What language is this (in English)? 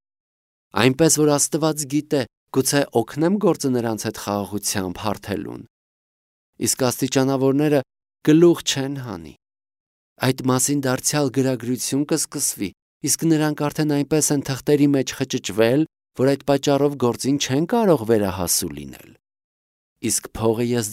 Armenian